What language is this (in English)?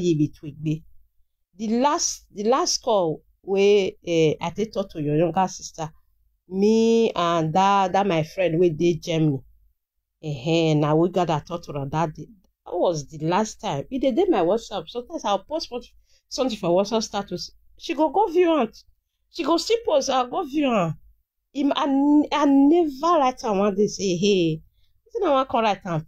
Nigerian Pidgin